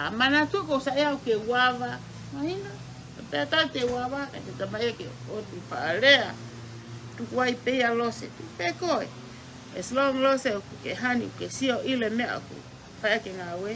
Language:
Tongan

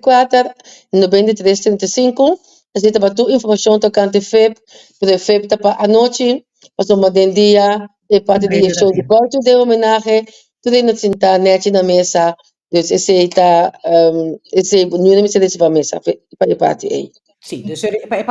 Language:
Papiamento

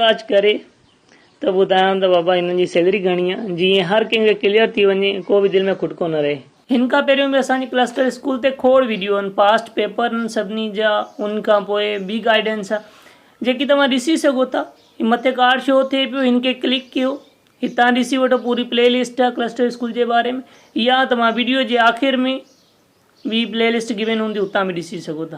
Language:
Sindhi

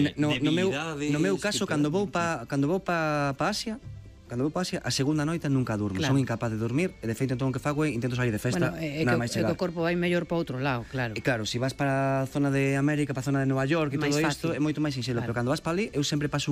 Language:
Galician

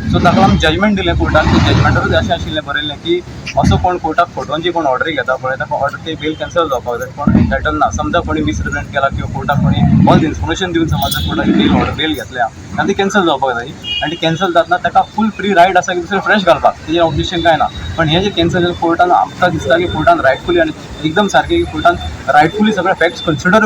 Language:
Konkani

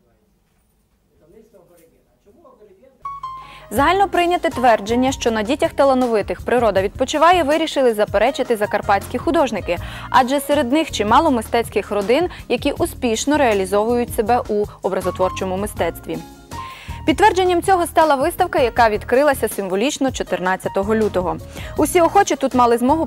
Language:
Ukrainian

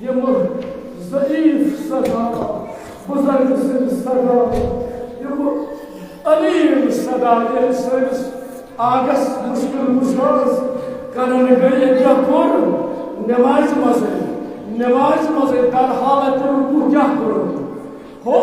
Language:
Kashmiri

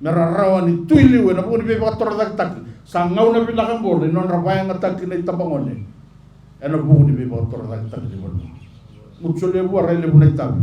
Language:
Fijian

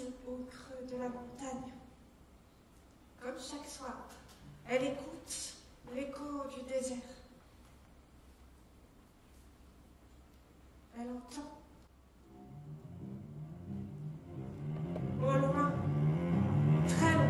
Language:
French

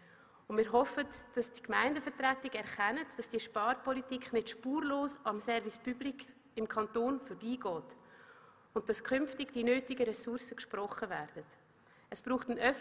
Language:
German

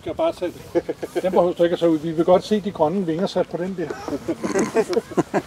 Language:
Danish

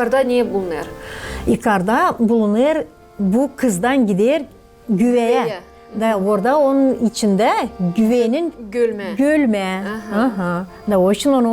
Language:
Gagauz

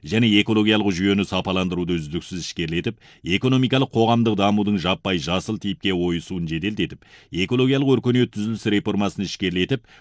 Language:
Kazakh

